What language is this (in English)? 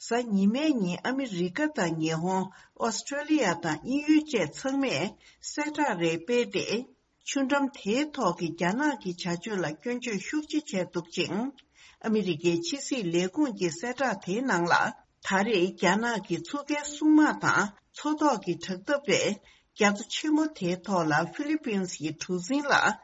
Tibetan